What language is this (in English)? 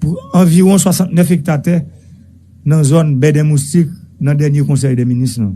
Haitian Creole